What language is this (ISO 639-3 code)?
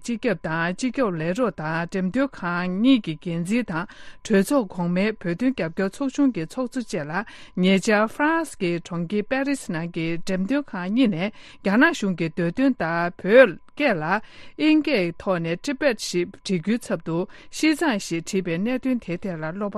bod